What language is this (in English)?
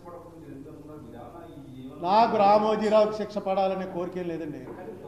Telugu